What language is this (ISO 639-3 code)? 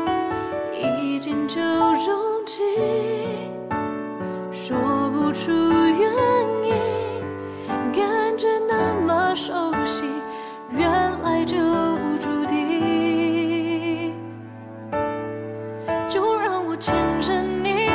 zho